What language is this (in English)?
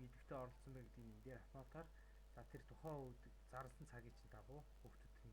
Mongolian